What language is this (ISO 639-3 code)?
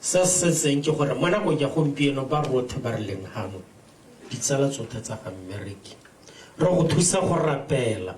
tsn